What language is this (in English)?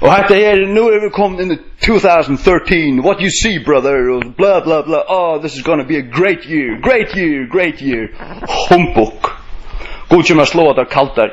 Faroese